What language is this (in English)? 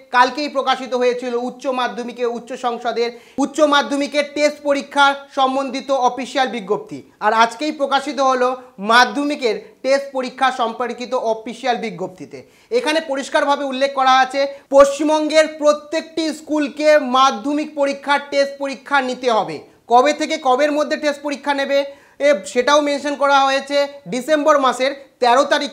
Bangla